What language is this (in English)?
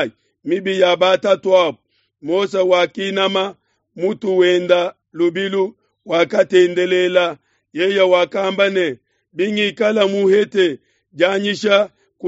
Luba-Lulua